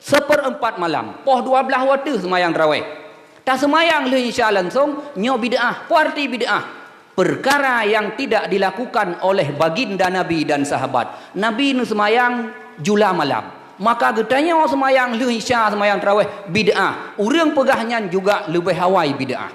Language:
Achinese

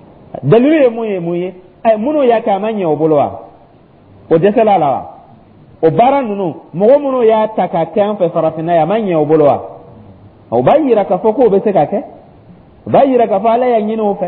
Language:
Dyula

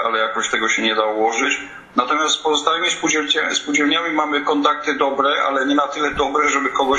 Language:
Polish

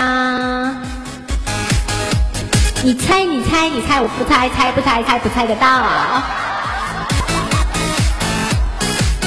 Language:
Chinese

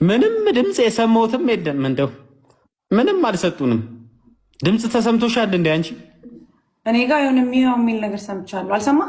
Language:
Amharic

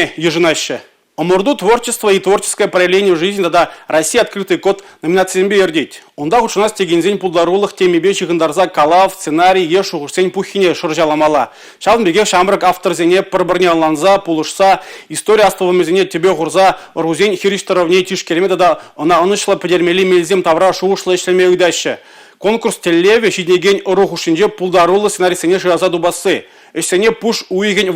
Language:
Chuvash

